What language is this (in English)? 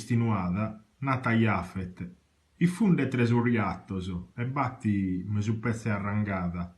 Sardinian